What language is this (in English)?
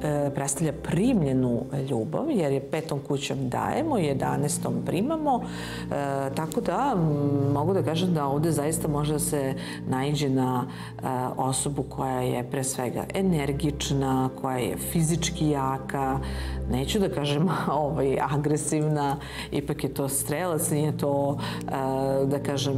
Serbian